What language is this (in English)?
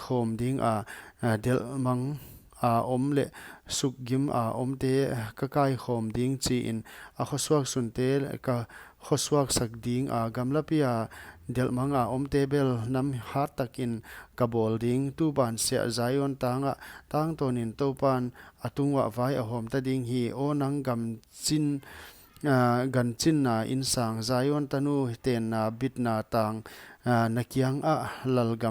Paite Chin